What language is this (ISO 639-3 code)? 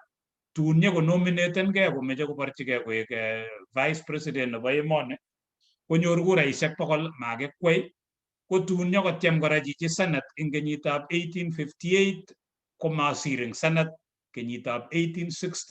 kln